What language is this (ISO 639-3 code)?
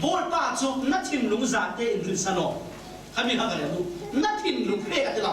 cfm